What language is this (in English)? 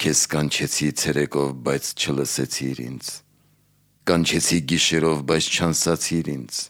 Armenian